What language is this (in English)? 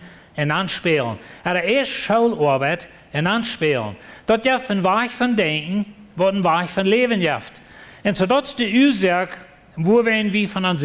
Plautdietsch